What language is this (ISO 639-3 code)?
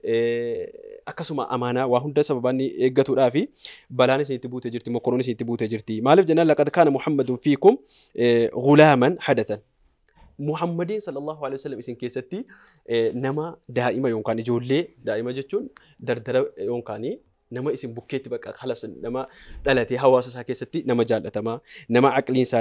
orm